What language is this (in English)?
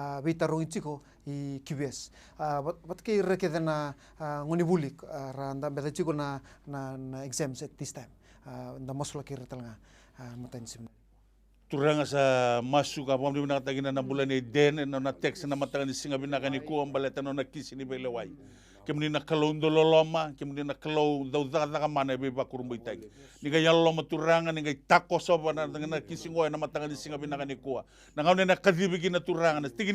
Fijian